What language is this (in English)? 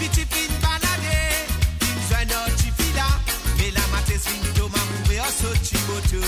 Morisyen